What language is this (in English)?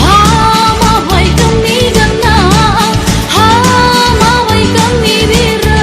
Nias